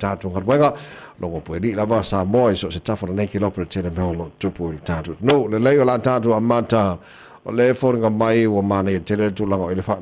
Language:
Samoan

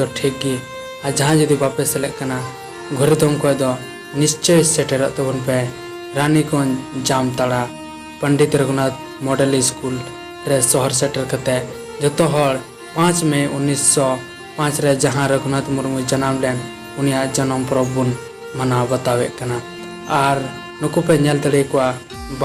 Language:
Santali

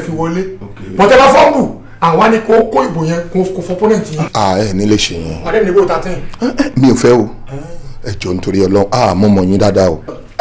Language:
Yoruba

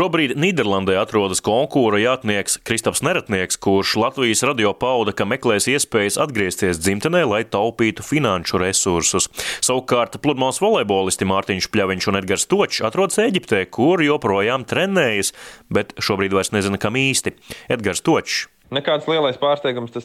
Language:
Latvian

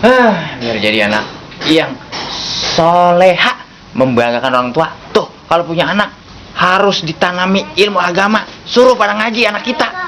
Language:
Betawi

